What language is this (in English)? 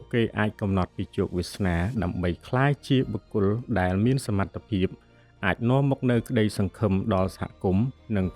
Khmer